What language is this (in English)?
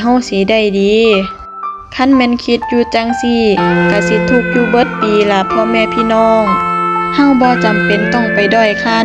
Northeastern Thai